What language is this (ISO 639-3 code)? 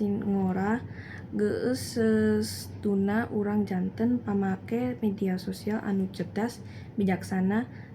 sun